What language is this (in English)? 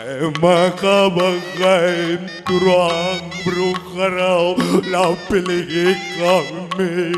Batak Karo